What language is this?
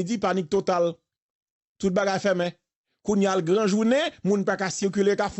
Haitian Creole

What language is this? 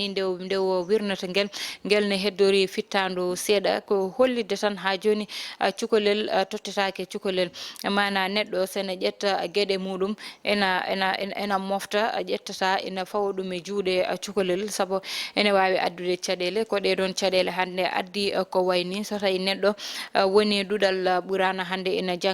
Fula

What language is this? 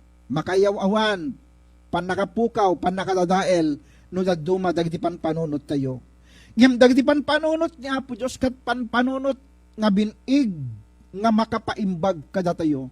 Iloko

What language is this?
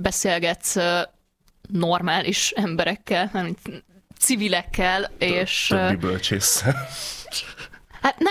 Hungarian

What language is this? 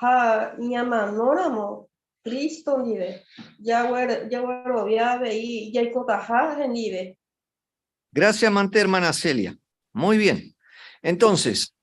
Guarani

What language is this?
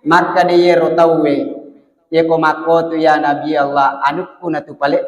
Buginese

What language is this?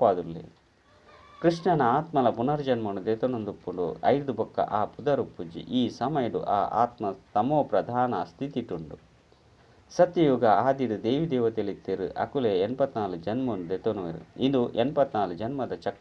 Tulu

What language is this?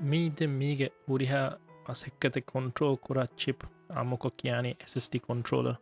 Divehi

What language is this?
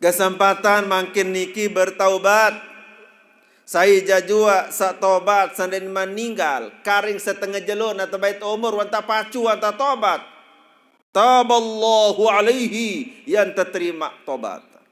Sasak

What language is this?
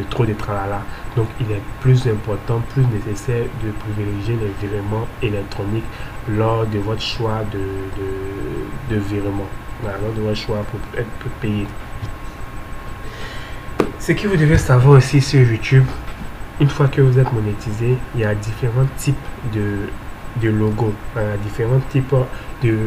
French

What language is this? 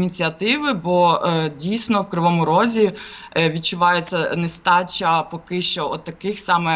Ukrainian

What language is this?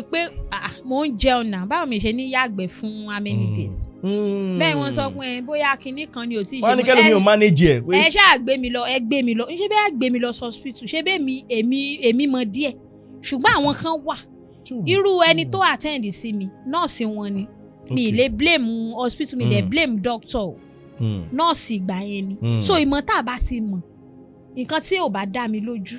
Yoruba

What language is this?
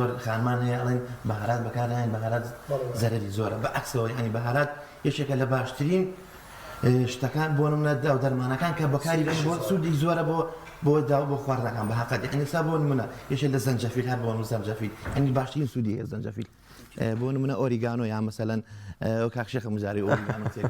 Central Kurdish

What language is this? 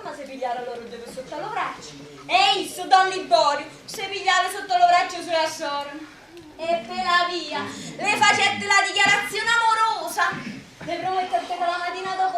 Neapolitan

